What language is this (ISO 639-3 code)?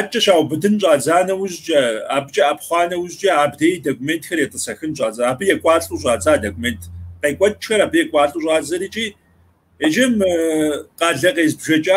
kbd